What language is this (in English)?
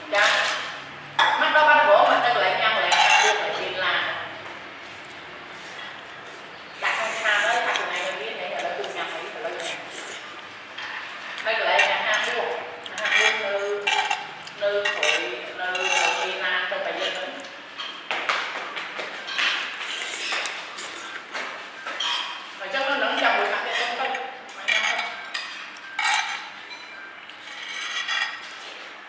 Vietnamese